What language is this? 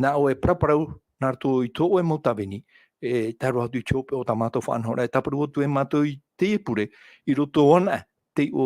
Tahitian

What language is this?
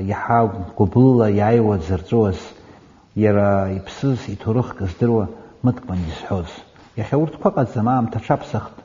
Abkhazian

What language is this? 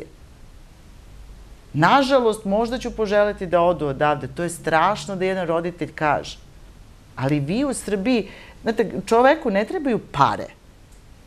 Serbian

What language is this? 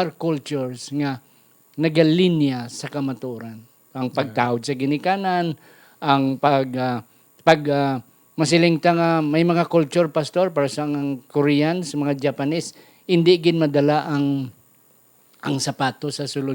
Hiligaynon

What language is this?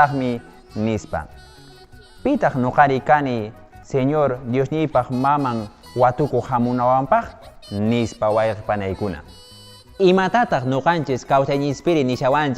Quechua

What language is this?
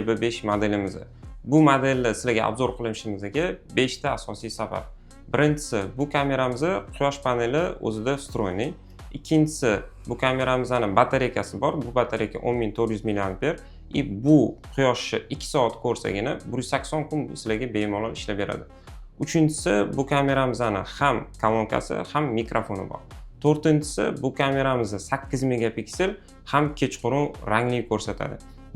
Uzbek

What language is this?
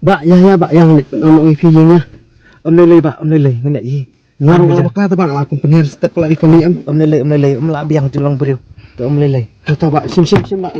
Khasi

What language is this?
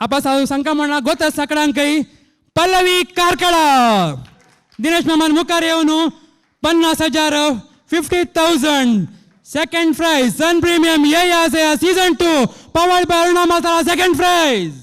Konkani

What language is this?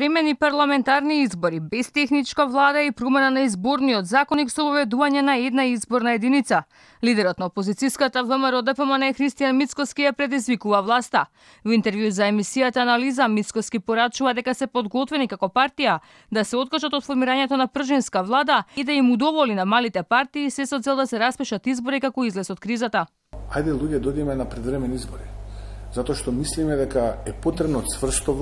Macedonian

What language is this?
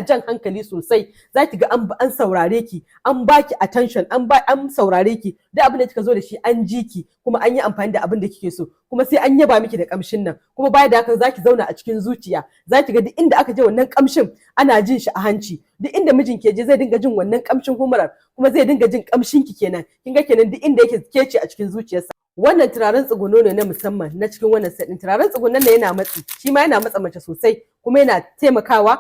Hausa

